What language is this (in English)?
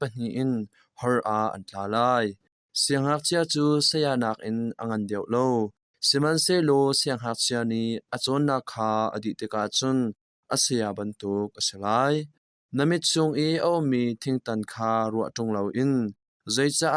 Hakha Chin